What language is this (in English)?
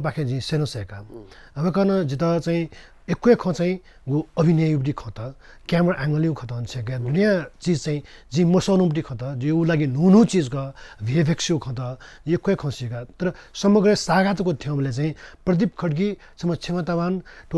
Newari